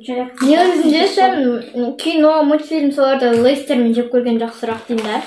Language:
Kazakh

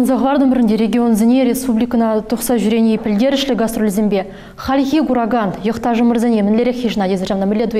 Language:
Chuvash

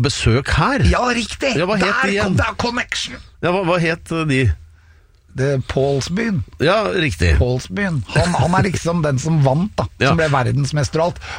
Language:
Norwegian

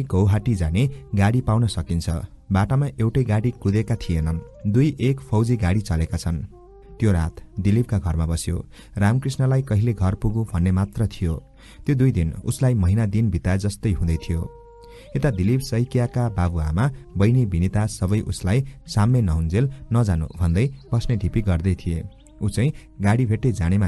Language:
Nepali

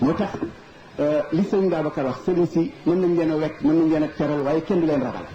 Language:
Wolof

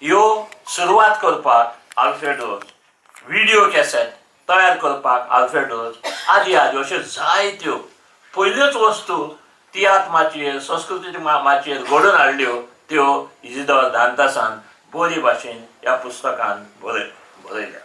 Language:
Konkani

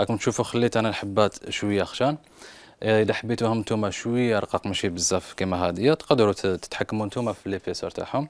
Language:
Algerian Arabic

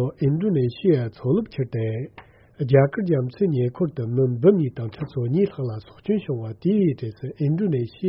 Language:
Tibetan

